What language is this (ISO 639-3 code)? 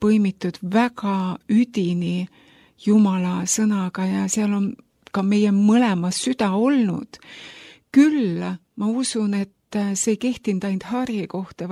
est